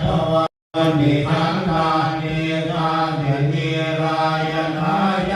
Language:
Pali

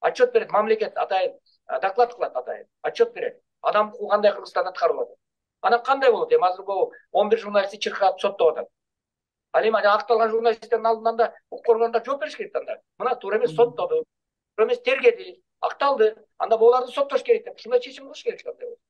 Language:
Kyrgyz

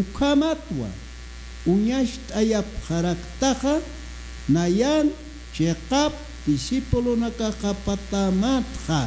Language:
Aymara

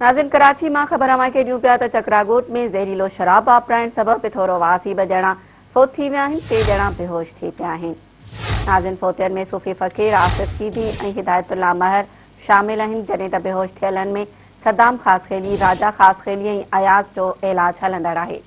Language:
Sindhi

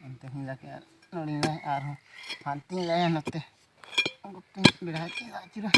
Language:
Santali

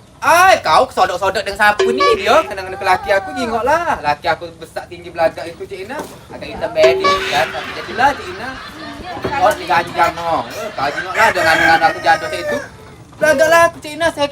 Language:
Musi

